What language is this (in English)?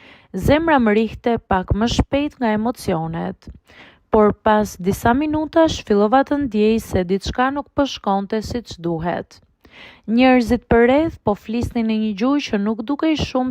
Albanian